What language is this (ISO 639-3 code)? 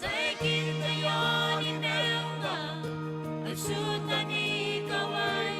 gil